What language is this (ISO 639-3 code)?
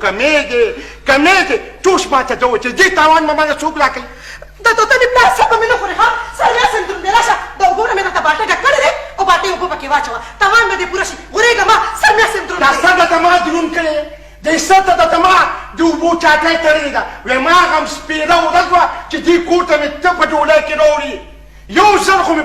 pus